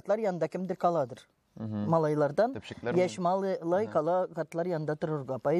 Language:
Tatar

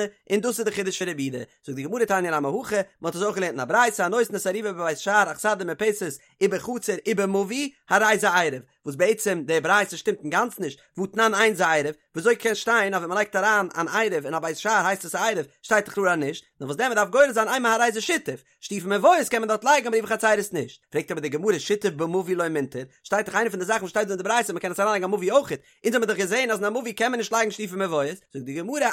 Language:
Yiddish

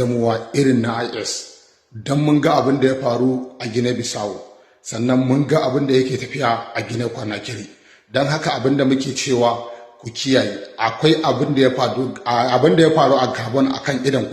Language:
Hausa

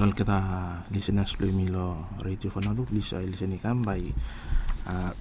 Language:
Bislama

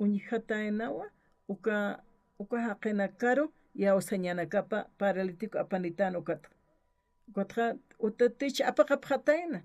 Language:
Aymara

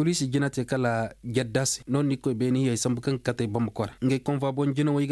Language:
Koyraboro Senni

